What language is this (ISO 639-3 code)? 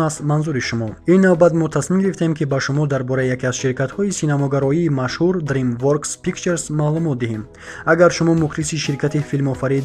tgk